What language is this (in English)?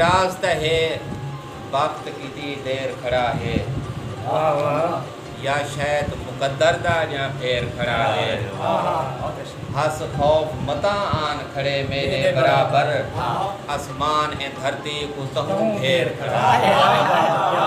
Saraiki